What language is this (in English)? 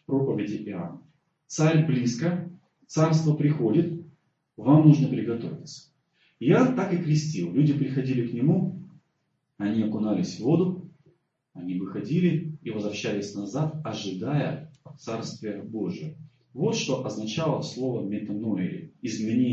Russian